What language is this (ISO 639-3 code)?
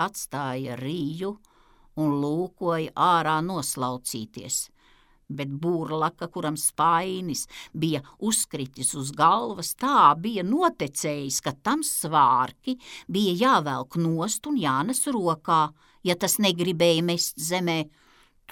lav